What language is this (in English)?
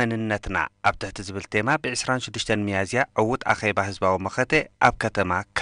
Tigrinya